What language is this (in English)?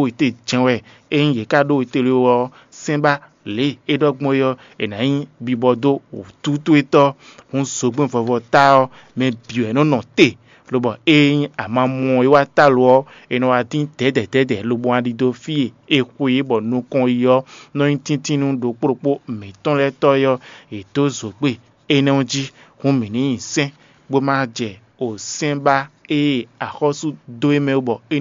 Fon